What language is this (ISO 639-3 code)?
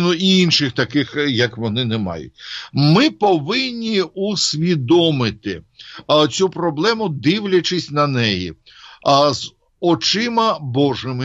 ukr